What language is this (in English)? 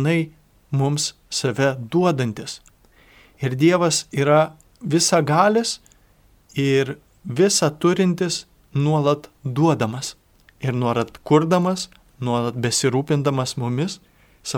Lithuanian